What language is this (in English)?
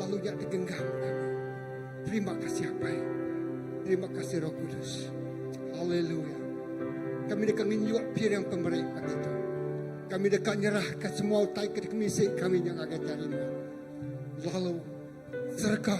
Iban